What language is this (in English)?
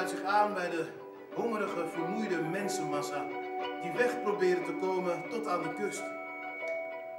Dutch